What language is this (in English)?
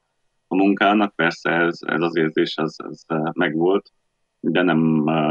Hungarian